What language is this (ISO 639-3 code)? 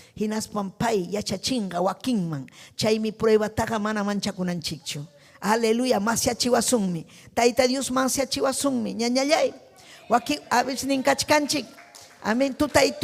quy